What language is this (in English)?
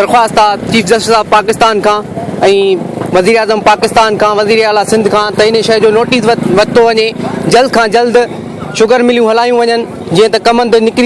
Sindhi